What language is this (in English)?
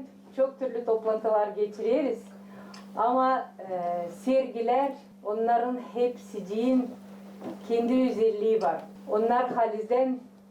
Gagauz